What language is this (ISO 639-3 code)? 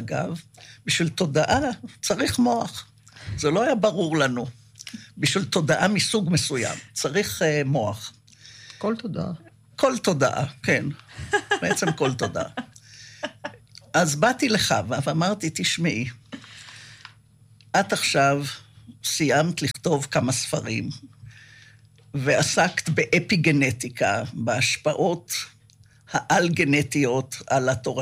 heb